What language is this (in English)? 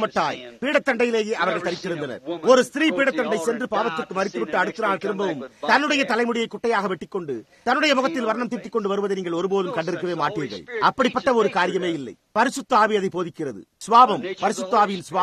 Tamil